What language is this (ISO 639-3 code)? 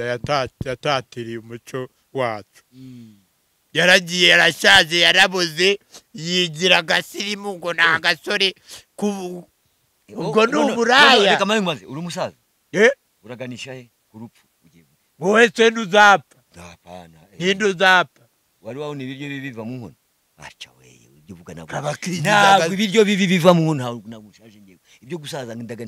kin